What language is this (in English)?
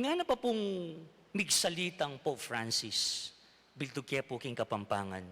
Pampanga